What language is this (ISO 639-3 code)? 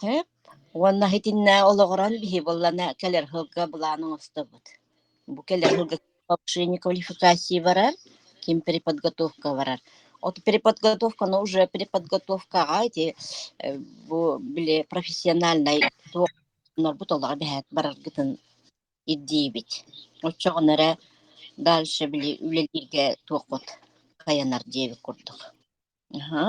sah